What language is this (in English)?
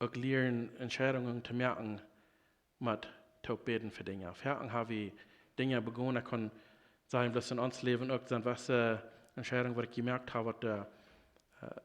Plautdietsch